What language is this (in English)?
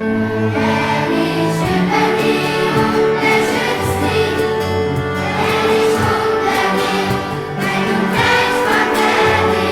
Swiss German